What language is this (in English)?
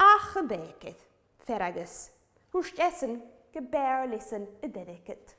Scottish Gaelic